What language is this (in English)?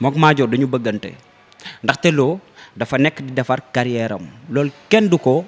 Wolof